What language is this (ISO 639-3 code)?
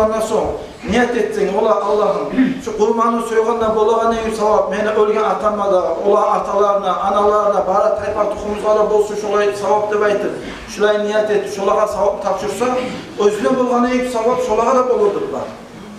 kum